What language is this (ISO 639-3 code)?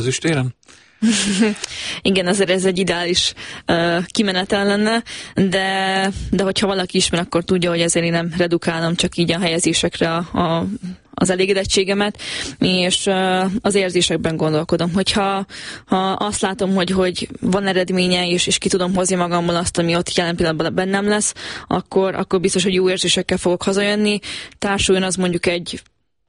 hun